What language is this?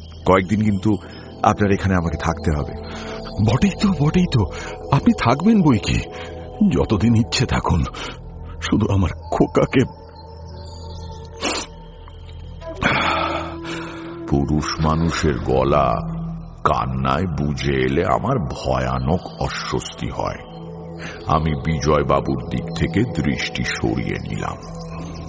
Bangla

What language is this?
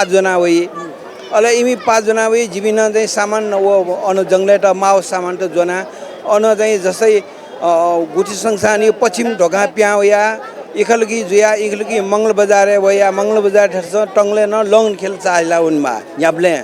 Newari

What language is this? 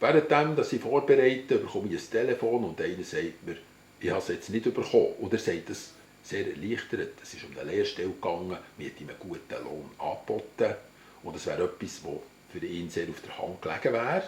Swiss German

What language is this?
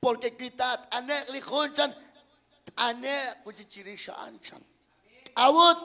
Kekchí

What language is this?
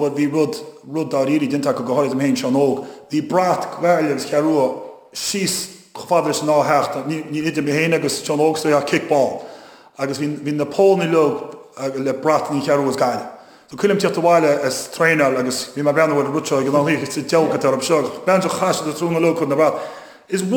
Irish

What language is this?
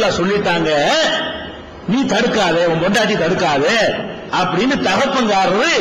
Tamil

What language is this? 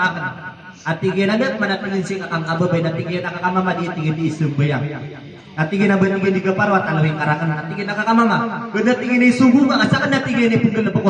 Maranao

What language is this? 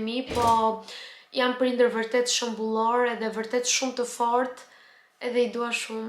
Albanian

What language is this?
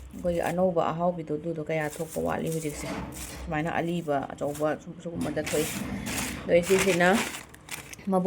Manipuri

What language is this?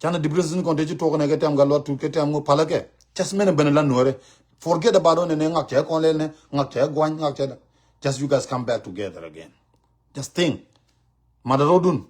Nuer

